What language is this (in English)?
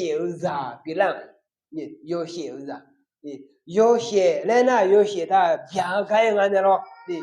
Akha